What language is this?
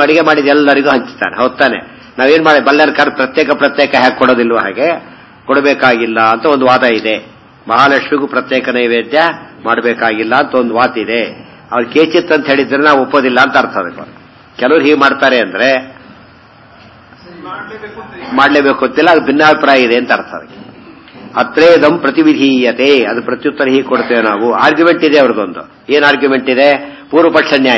Kannada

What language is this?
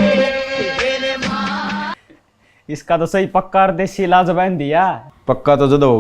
Haryanvi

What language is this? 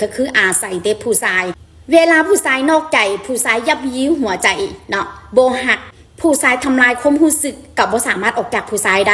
Northeastern Thai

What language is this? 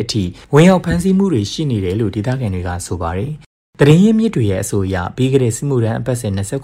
Burmese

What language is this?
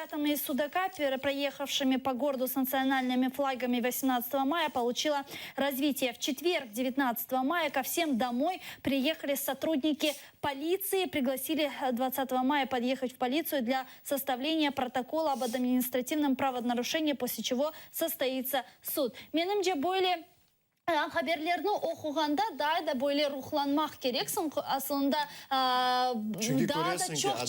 Crimean Tatar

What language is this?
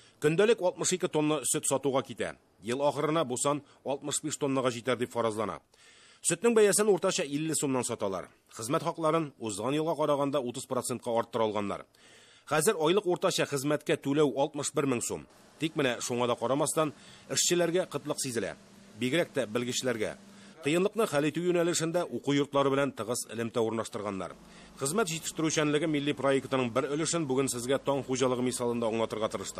Tatar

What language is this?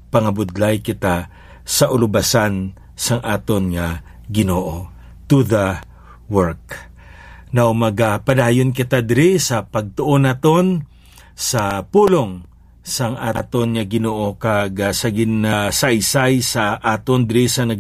Hiligaynon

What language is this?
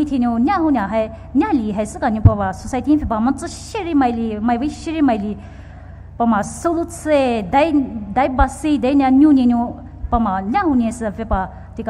Poumei Naga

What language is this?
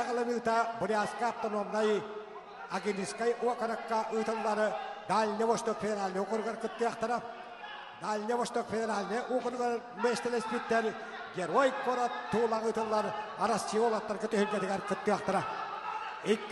Yakut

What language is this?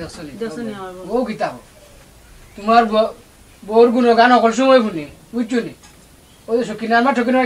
Sylheti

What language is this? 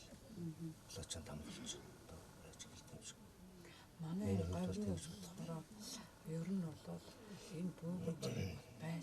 Mongolian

